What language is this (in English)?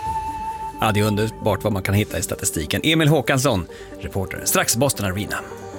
Swedish